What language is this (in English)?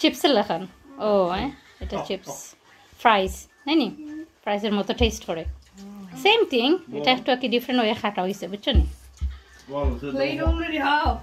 Sylheti